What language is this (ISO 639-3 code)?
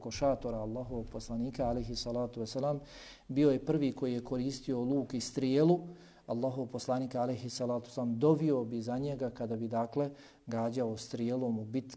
bos